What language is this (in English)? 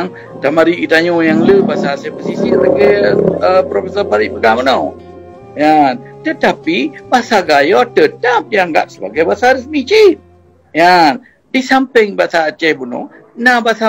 Achinese